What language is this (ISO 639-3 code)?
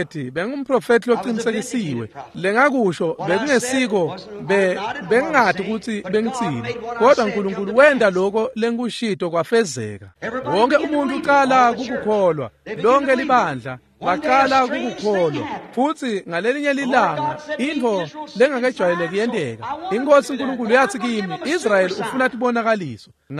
ssw